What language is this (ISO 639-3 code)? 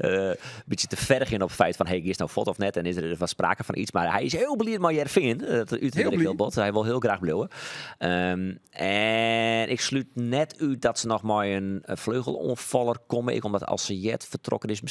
fry